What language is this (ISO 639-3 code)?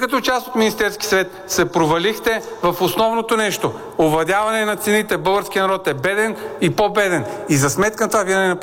bul